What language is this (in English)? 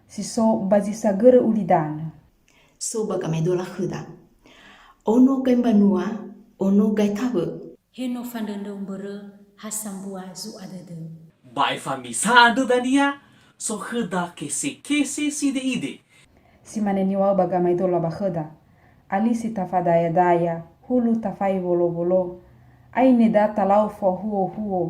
Nias